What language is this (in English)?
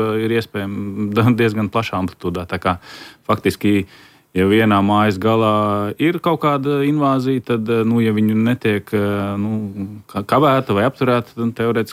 Latvian